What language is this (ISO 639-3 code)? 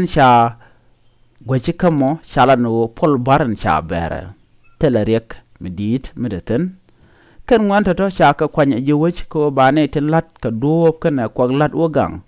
nus